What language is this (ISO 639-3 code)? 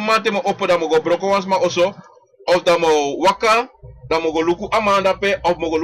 srn